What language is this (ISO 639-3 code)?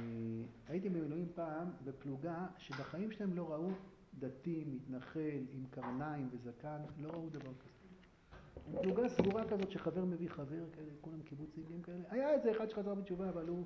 heb